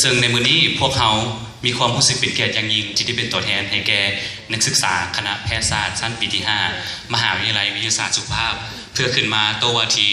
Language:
Lao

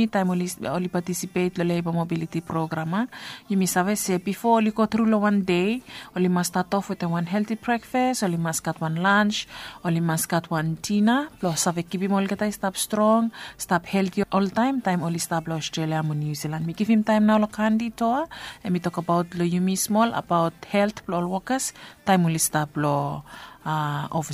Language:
Bislama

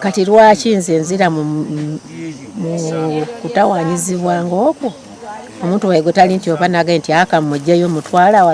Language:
Ganda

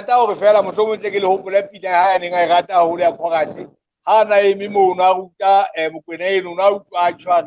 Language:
Southern Sotho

